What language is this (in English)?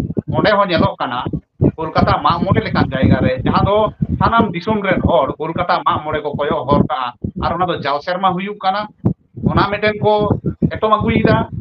Santali